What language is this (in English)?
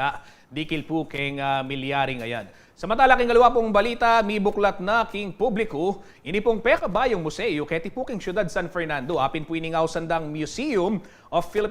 Pampanga